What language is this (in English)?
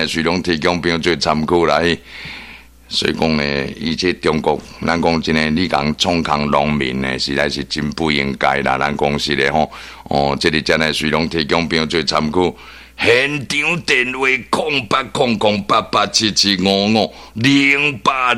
Min Nan Chinese